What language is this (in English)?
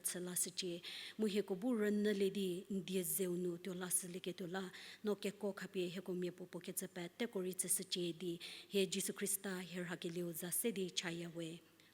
Angami Naga